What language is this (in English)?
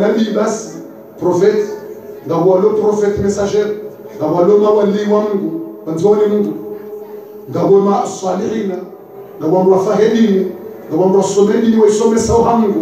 Ngazidja Comorian